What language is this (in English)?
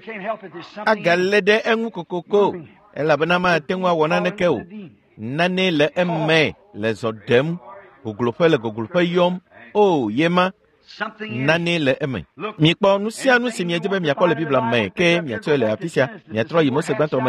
Ewe